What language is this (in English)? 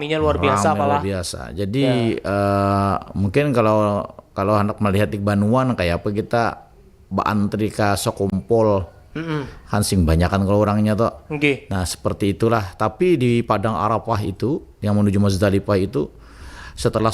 Banjar